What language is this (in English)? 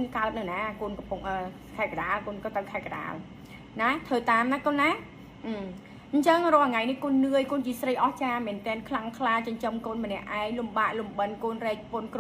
Khmer